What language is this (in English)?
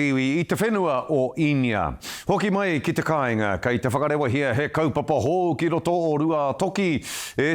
Māori